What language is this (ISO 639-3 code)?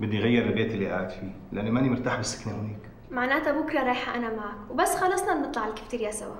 apc